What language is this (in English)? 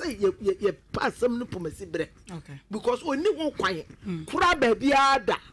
Akan